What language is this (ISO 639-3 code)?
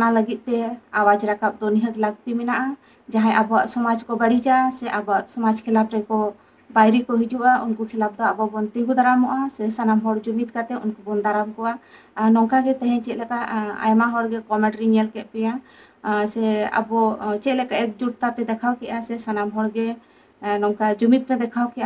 sat